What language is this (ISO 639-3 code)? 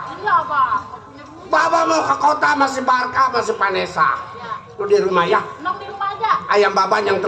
bew